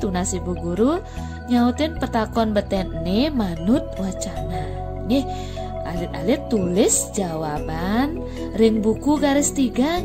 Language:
Balinese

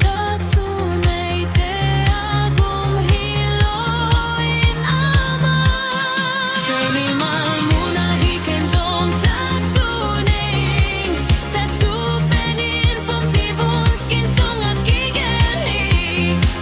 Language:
Tedim Chin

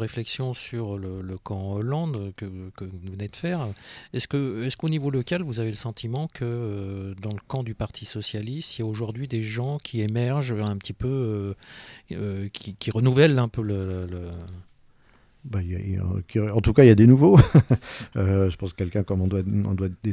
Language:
French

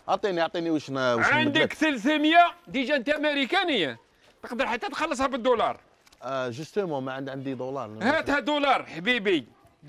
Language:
Algerian Arabic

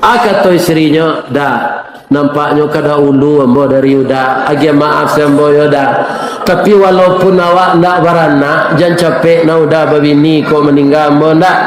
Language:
Minangkabau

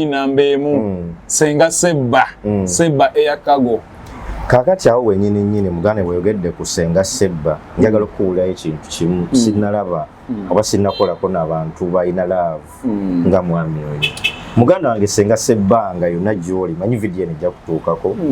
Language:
Ganda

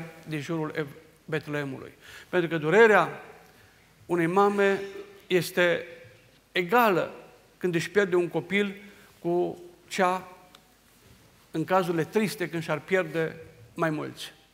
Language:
Romanian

